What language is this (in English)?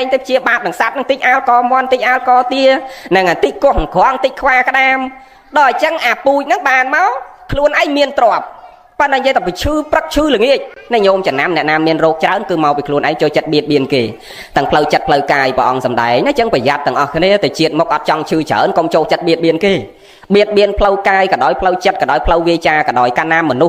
Khmer